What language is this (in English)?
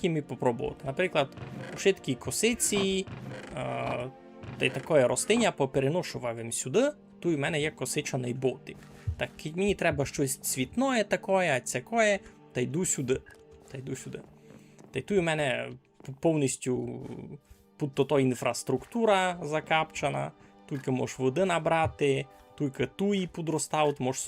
Rusyn